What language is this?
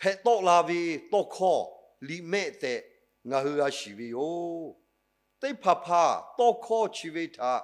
Lahu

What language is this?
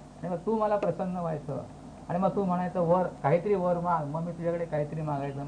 Marathi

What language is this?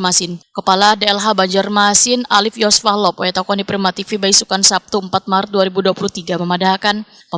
Banjar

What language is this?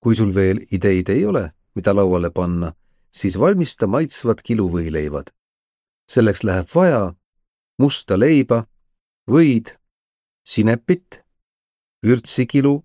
Estonian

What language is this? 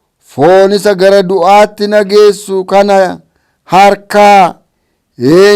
Oromo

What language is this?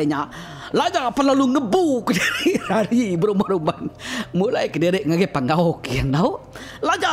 Iban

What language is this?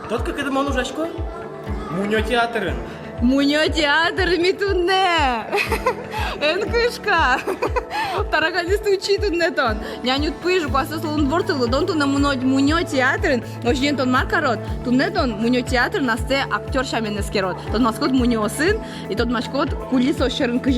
Udmurt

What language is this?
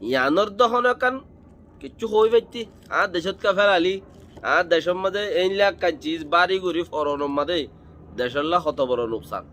Rohingya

